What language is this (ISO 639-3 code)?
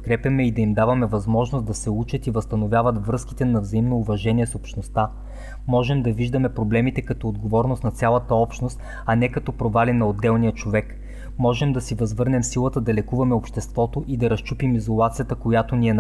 bul